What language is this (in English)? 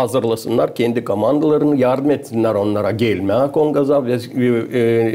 Gagauz